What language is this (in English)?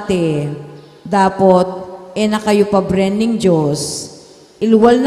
Pampanga